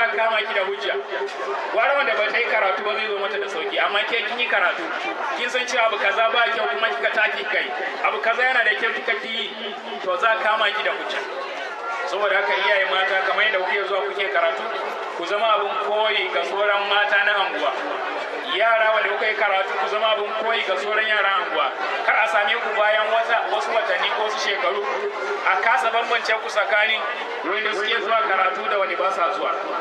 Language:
Hausa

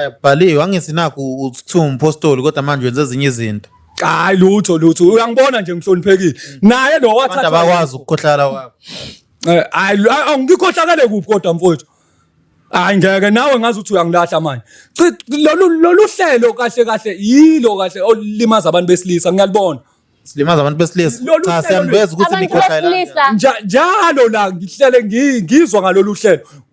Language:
Zulu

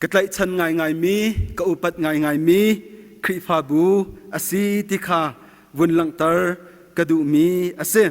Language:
Hakha Chin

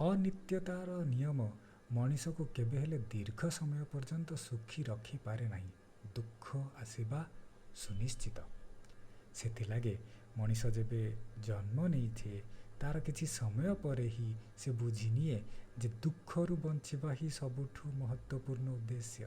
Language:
Odia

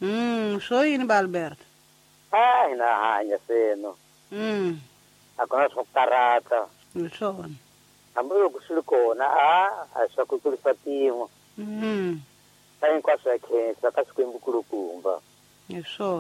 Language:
Tsonga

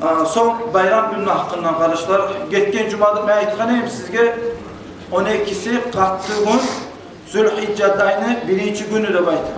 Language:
Kumyk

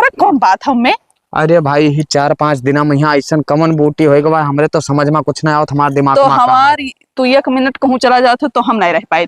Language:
Awadhi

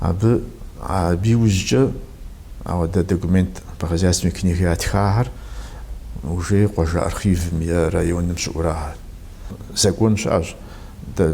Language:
Kabardian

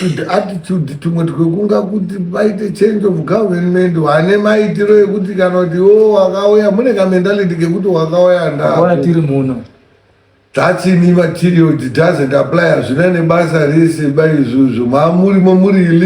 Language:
Shona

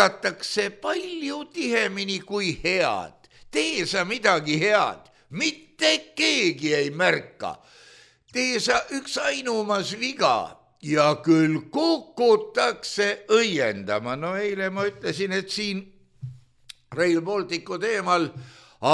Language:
Estonian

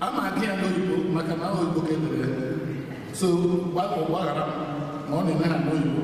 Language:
Igbo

